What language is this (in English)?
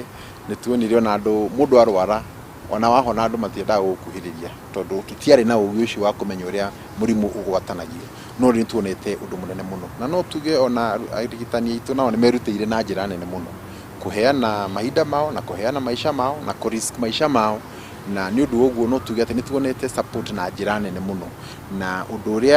Kikuyu